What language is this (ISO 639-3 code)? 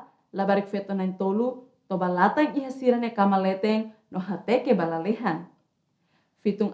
tet